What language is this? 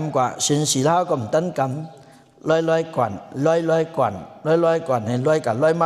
Shan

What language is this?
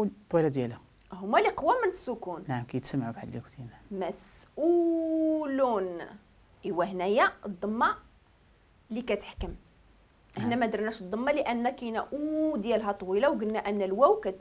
Moroccan Arabic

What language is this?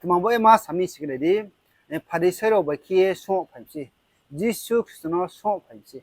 Riang (India)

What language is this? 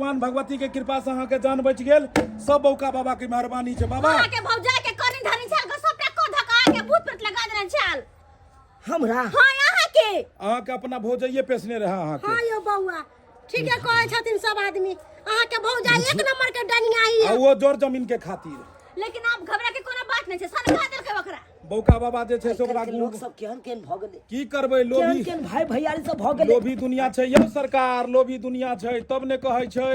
Maithili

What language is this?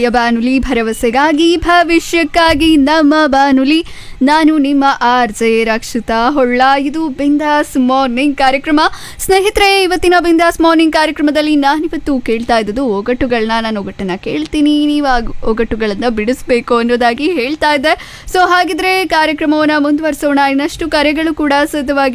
Kannada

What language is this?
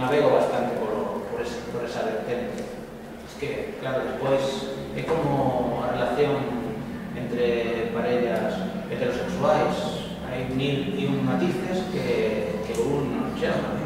Galician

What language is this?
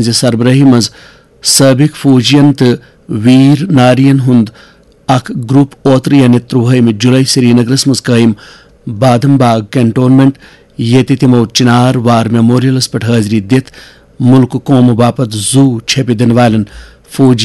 Kashmiri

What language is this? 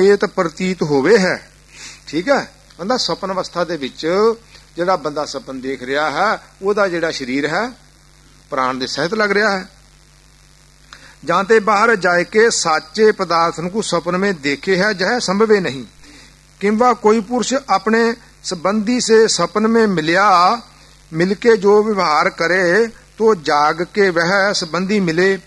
Punjabi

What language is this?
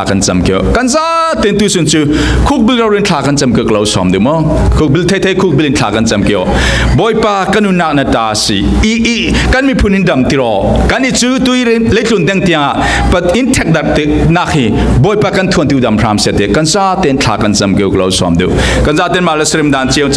Falam Chin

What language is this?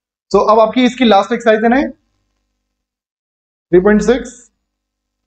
Hindi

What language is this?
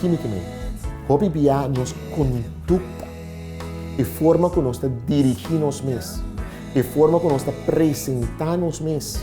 Papiamento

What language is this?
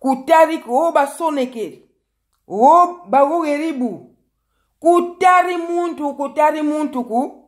Lingala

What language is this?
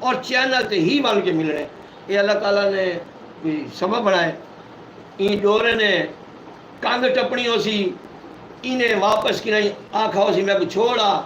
Saraiki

